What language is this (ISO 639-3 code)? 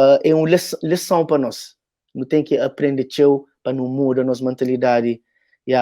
kea